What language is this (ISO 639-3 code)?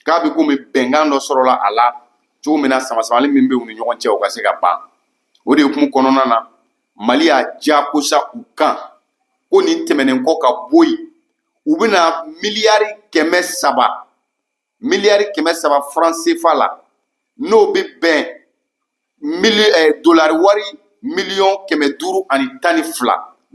bam